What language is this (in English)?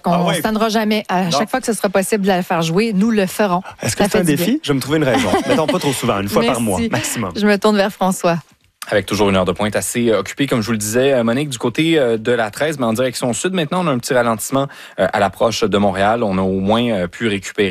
French